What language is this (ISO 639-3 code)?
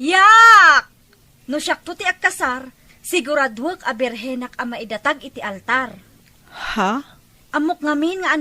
ilo